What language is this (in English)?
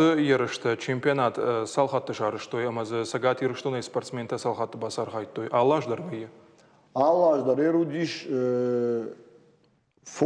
Ossetic